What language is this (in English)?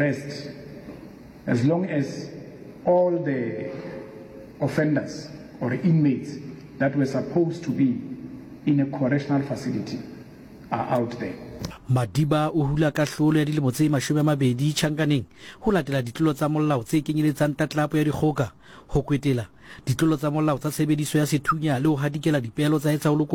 Southern Sotho